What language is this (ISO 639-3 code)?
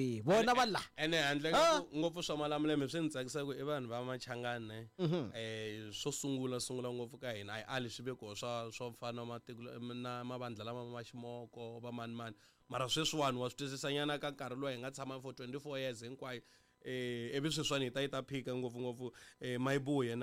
tso